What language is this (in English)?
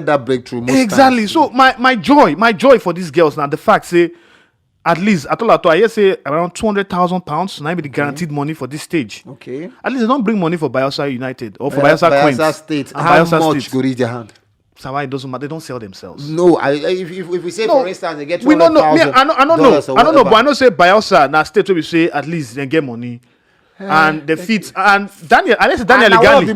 Nigerian Pidgin